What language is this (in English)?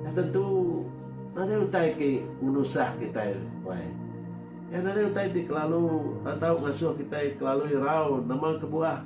Iban